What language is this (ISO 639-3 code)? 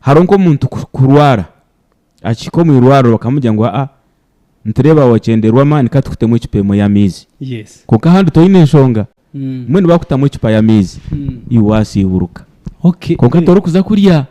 nyn